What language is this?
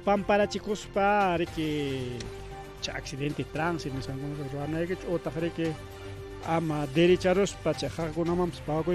Ayacucho Quechua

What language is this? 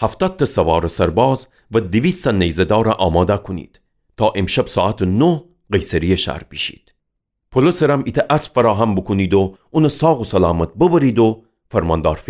Gilaki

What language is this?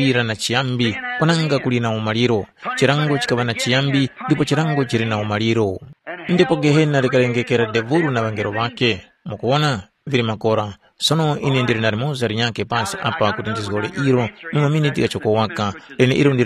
Tumbuka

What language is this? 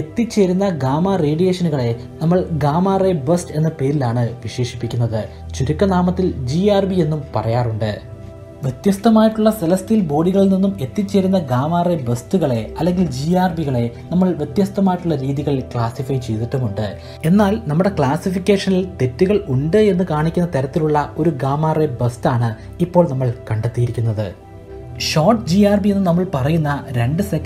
Malayalam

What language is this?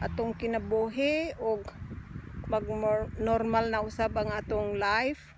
Cebuano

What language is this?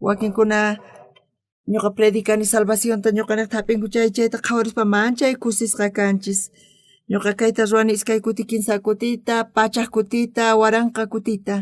South Bolivian Quechua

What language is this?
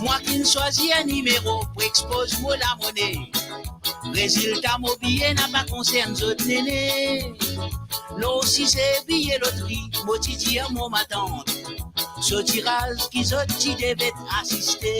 Morisyen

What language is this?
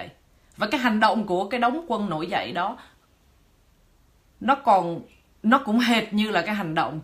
Vietnamese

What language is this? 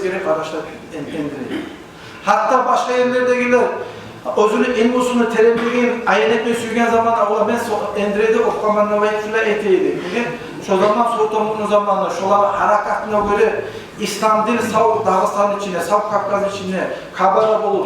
Kumyk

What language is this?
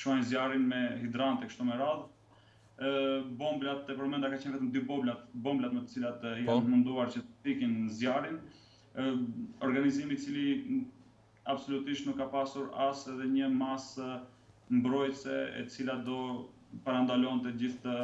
Albanian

